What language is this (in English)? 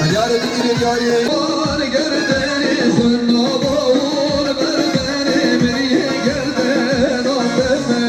Kurdish